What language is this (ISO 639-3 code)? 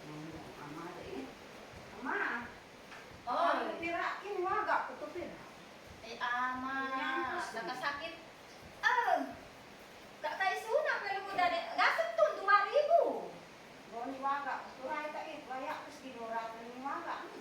isd